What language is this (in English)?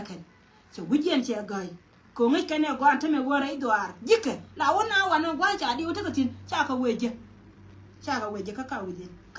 Nuer